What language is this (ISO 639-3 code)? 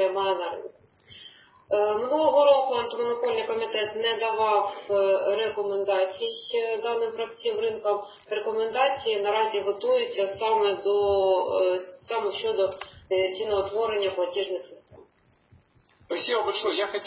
ukr